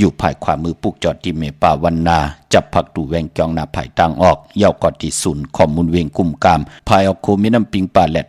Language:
Shan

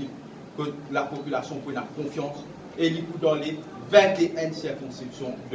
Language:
Morisyen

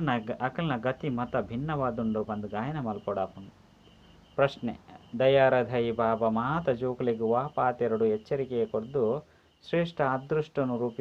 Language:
Tulu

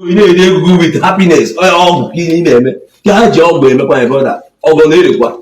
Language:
Igbo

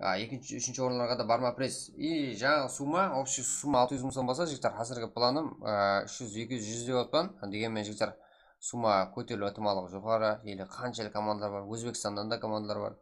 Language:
Kara-Kalpak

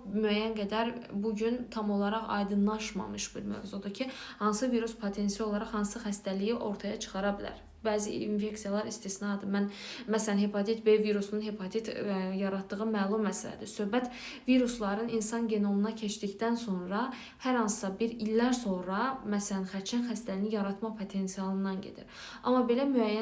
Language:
Azerbaijani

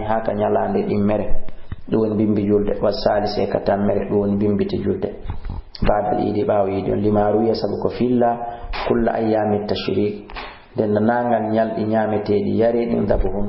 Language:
Fula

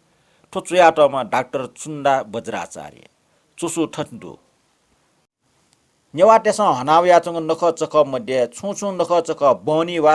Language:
Newari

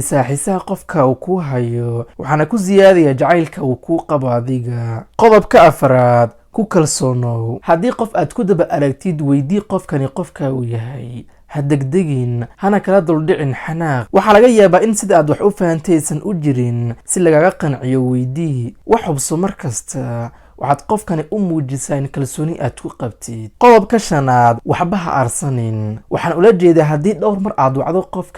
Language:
Somali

